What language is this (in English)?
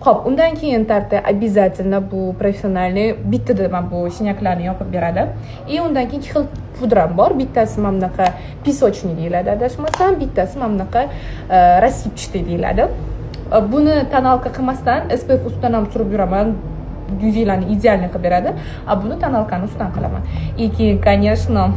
Uzbek